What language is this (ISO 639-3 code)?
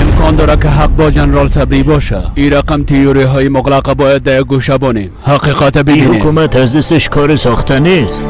fas